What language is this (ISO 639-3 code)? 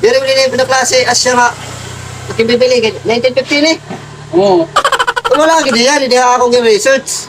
war